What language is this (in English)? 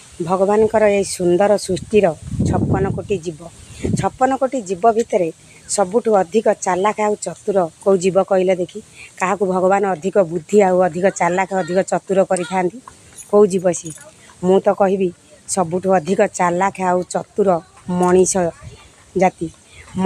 Odia